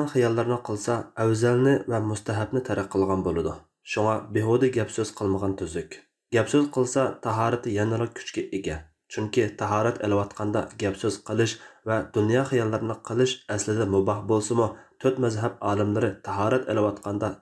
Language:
Uyghur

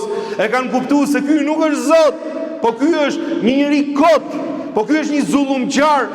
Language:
Albanian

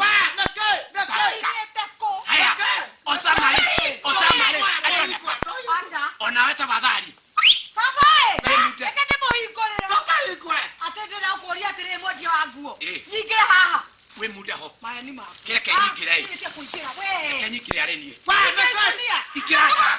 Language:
Kikuyu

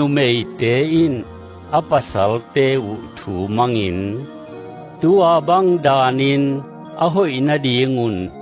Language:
Tedim Chin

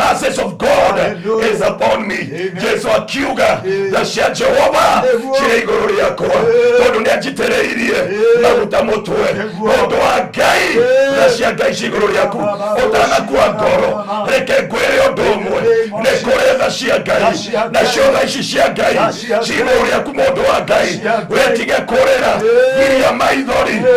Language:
Kikuyu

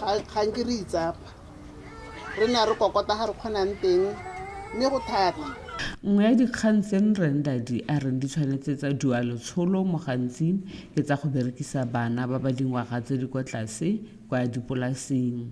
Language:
Tswana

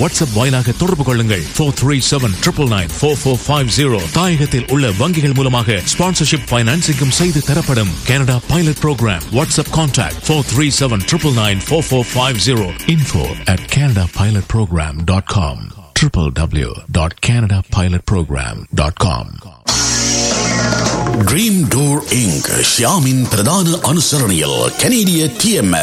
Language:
Tamil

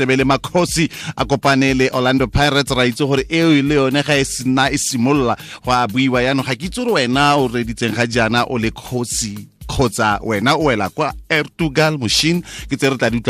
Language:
Tswana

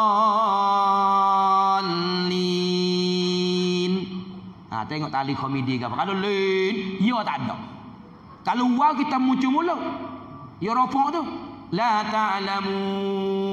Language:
Pattani Malay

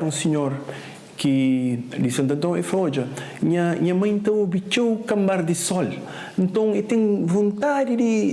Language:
Kabuverdianu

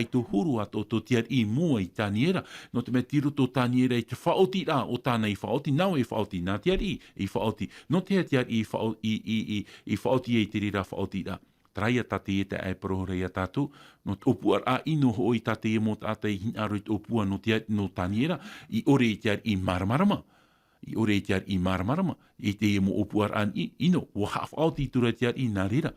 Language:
Tahitian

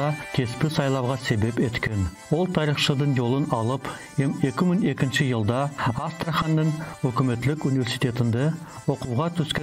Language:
Nogai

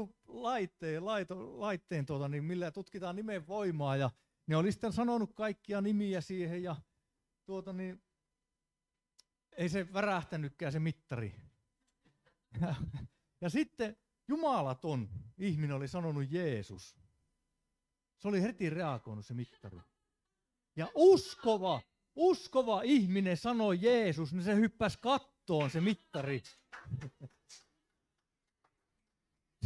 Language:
Finnish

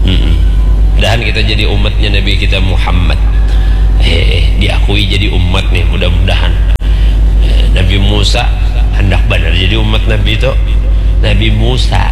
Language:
Banjar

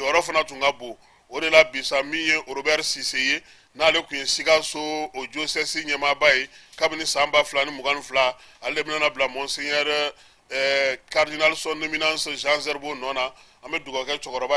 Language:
Bambara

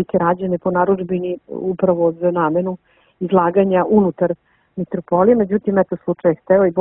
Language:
Serbian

